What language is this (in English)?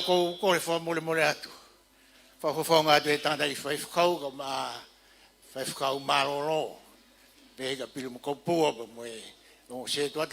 Tongan